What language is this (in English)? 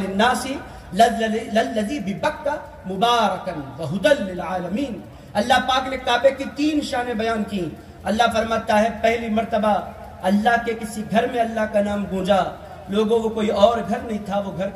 Urdu